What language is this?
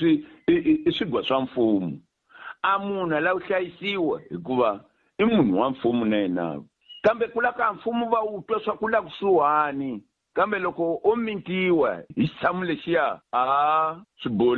Tsonga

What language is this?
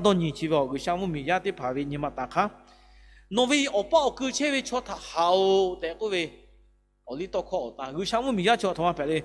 Lahu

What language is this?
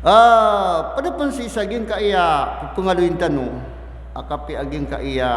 Maranao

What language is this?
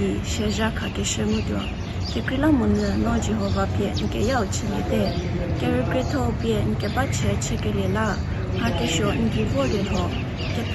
Angami Naga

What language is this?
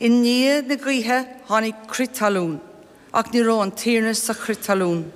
Irish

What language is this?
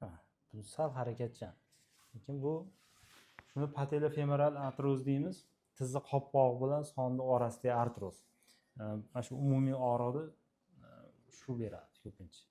Uzbek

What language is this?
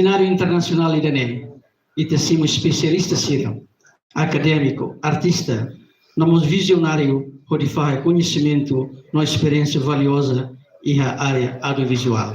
Tetum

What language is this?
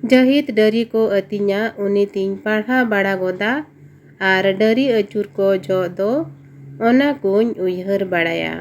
Santali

